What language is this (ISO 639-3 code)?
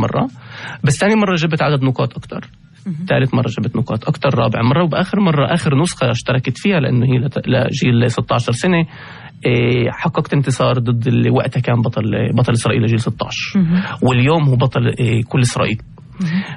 apc